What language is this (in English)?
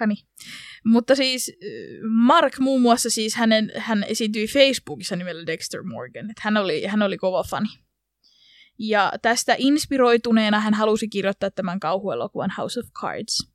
Finnish